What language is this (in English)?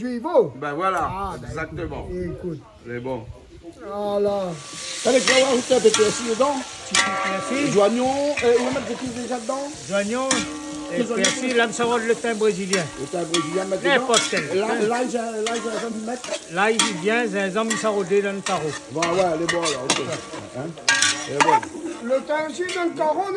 Réunion Creole French